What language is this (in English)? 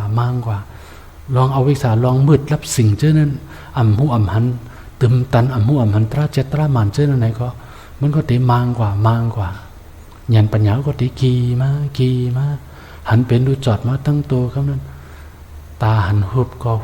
Shan